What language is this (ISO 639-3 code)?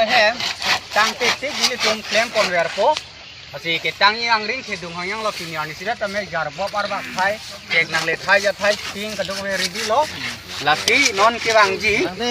mjw